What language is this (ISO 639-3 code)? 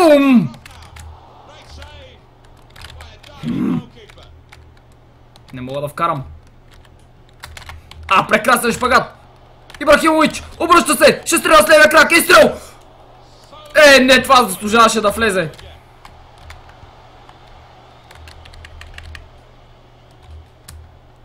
bul